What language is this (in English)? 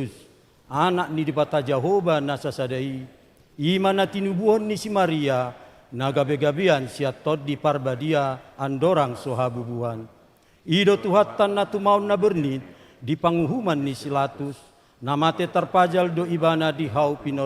Batak Toba